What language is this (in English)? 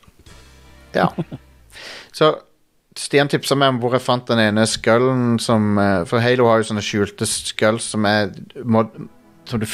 Norwegian